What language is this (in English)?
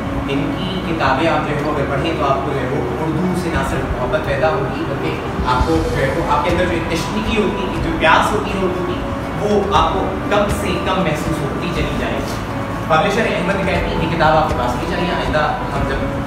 Urdu